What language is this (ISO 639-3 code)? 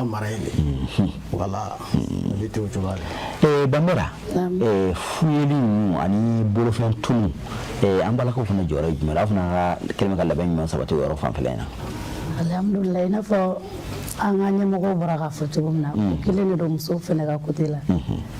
bam